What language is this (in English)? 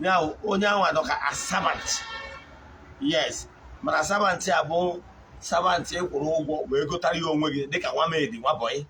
Igbo